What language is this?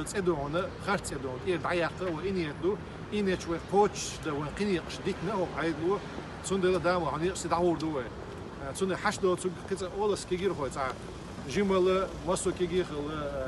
Chechen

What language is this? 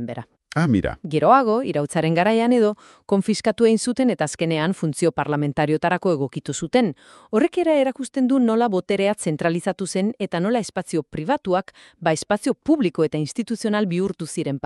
Basque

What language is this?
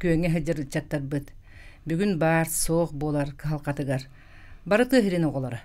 Yakut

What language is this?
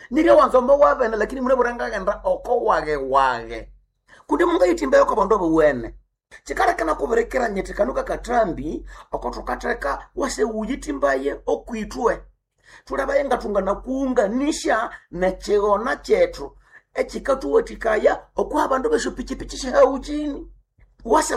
Nande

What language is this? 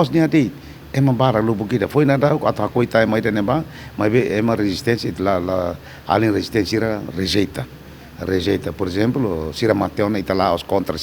Tetum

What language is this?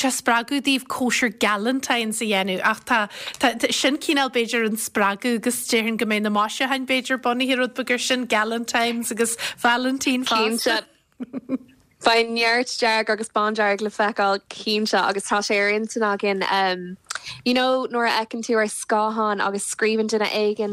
Irish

